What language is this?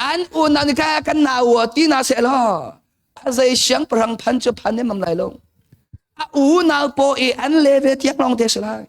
Hakha Chin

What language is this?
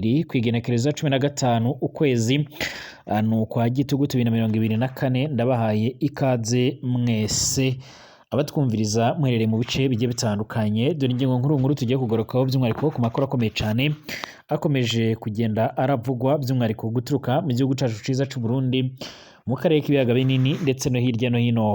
Rundi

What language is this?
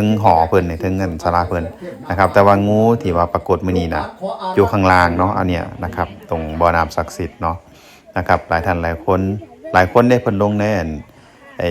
Northeastern Thai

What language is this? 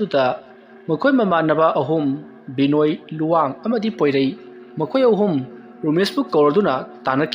Manipuri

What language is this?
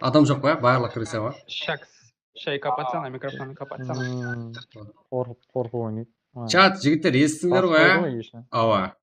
Kara-Kalpak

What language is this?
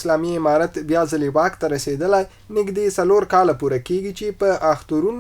Pashto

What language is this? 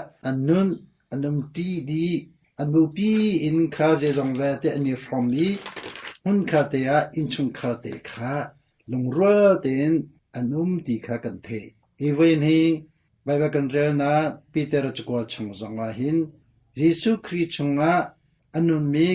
Hakha Chin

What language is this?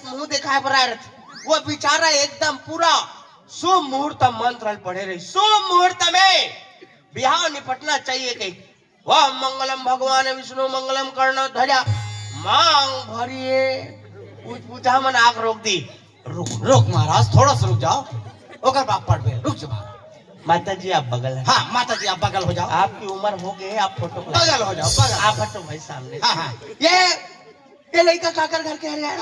Chhattisgarhi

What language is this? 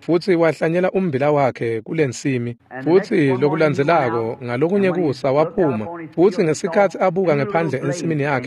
Swati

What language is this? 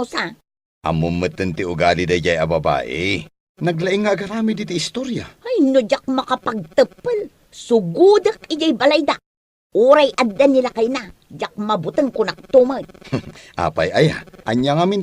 Iloko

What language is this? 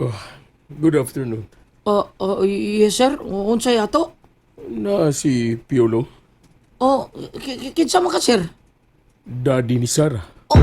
Cebuano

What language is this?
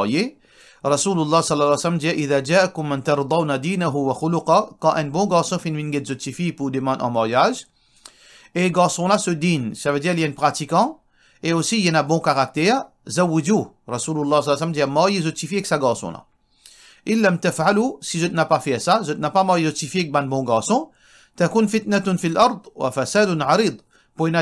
Morisyen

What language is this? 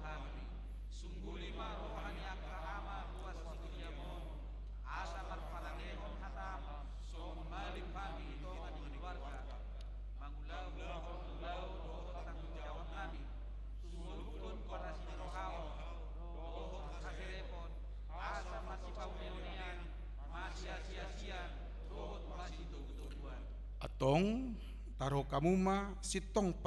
Batak Toba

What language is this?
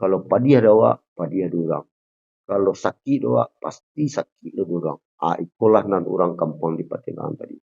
Minangkabau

